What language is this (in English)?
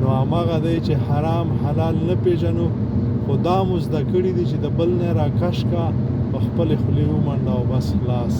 Pashto